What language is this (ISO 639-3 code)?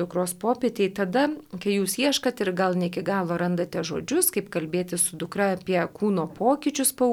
lit